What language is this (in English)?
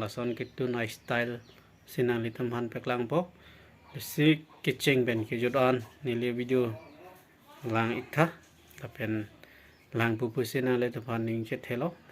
Karbi